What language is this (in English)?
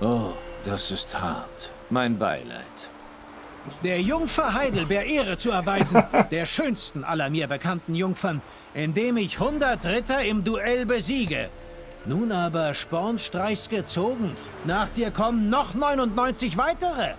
Swiss German